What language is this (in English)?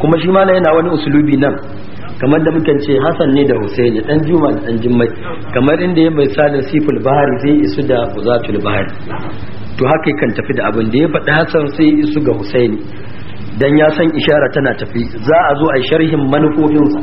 Hausa